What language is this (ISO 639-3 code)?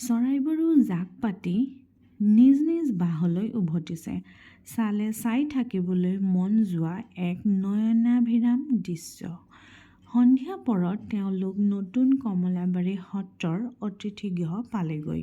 asm